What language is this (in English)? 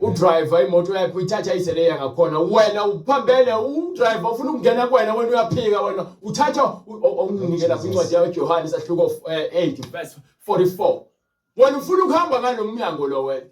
Zulu